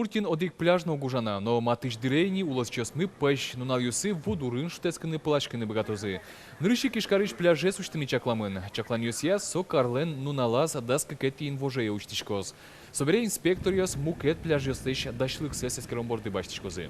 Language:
Udmurt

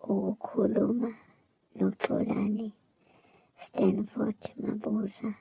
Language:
Zulu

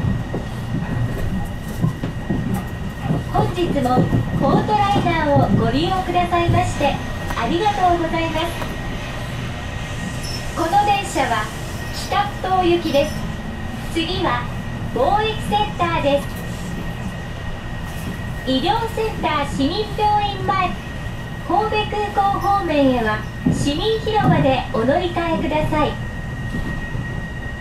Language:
Japanese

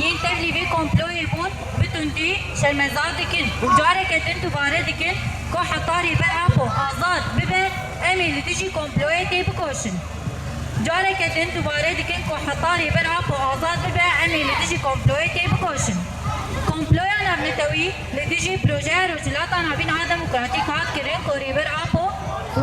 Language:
Kurdish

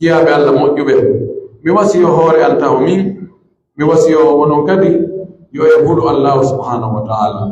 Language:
Pular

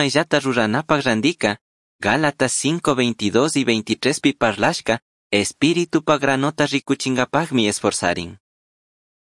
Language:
Chimborazo Highland Quichua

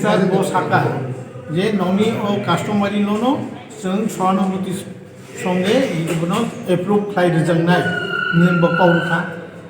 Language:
Kok Borok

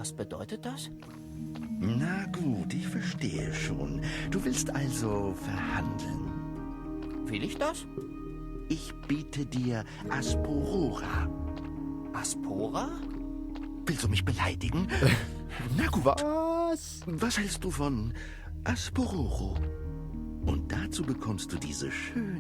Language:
Swiss German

